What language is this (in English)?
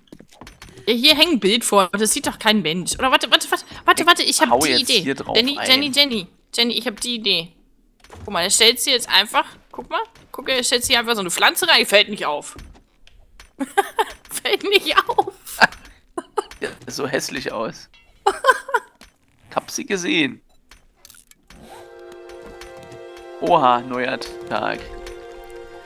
German